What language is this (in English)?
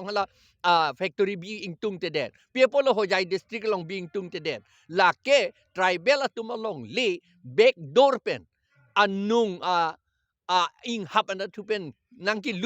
Karbi